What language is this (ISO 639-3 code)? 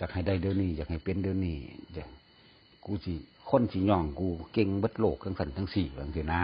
lao